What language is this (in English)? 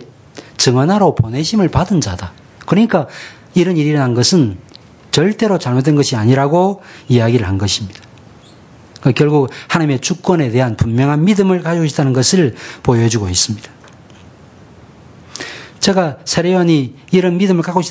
Korean